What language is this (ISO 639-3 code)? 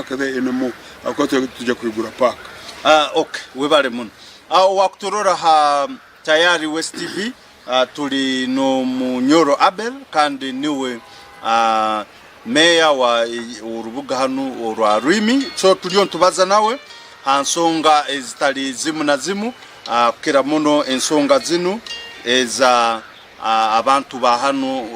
nyn